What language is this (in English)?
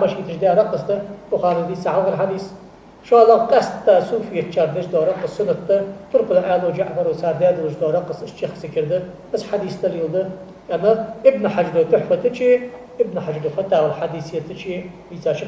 Ingush